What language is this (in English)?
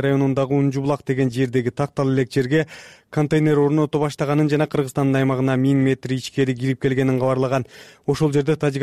Kyrgyz